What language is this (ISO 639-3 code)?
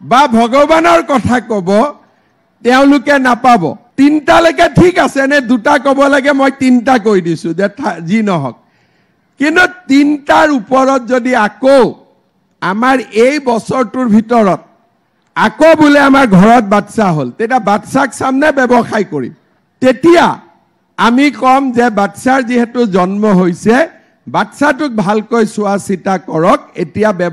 asm